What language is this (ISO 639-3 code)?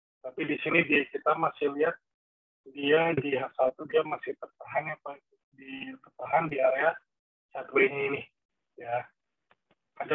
ind